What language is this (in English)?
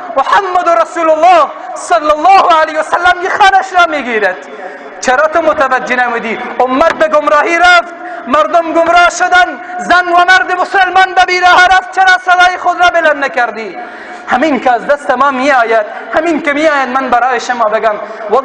Persian